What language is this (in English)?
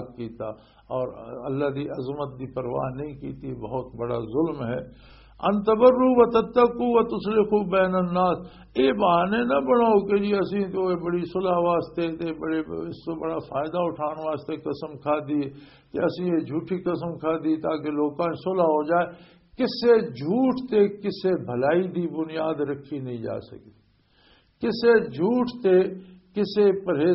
Western Panjabi